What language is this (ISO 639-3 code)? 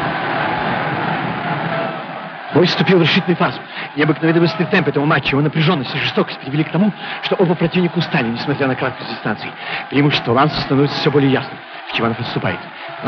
rus